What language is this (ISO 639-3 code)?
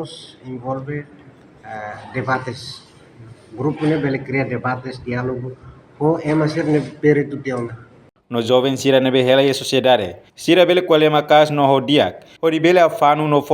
tet